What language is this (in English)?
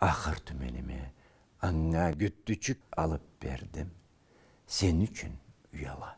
Karachay-Balkar